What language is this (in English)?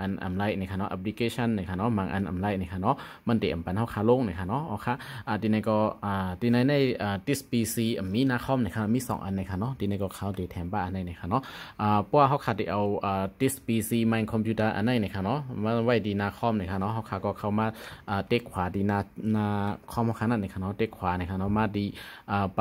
Shan